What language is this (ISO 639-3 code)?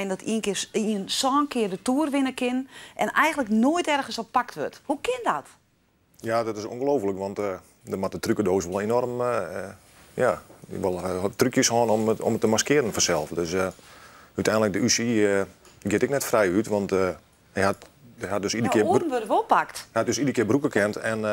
fry